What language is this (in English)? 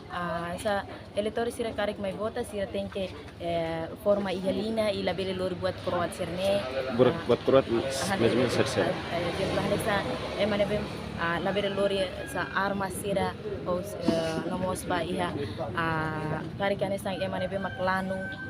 Tetum